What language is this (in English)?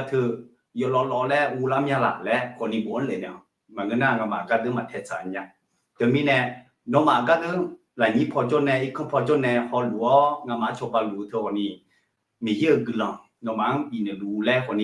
Akha